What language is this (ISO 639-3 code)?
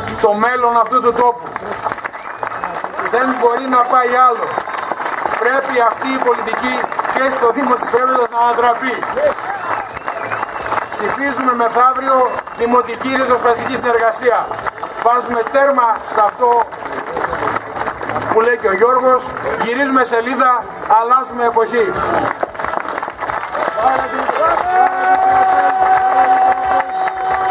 ell